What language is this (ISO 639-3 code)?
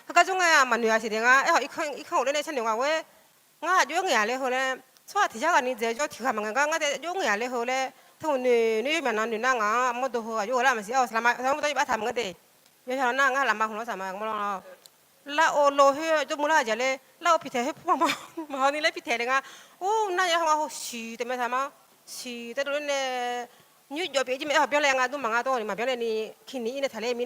ahk